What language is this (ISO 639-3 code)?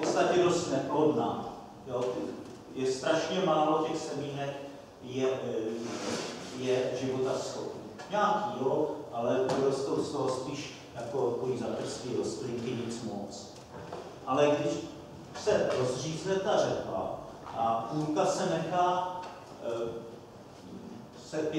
ces